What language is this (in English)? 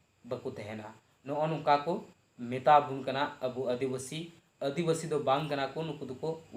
Santali